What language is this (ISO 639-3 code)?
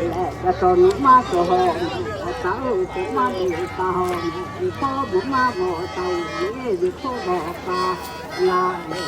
lhu